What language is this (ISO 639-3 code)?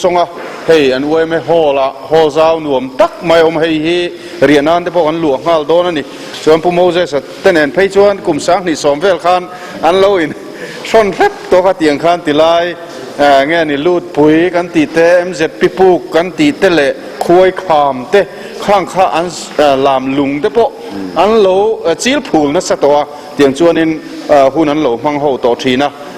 lus